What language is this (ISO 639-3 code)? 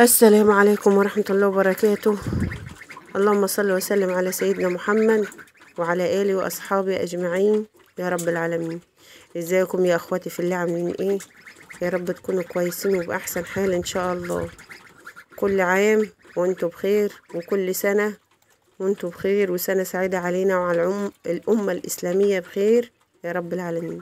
arz